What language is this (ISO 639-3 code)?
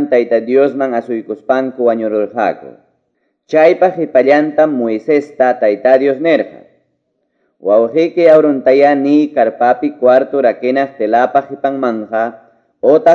que